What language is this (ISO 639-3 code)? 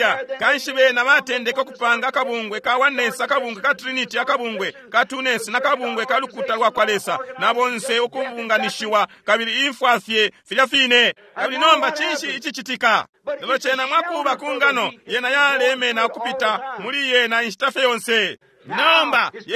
bem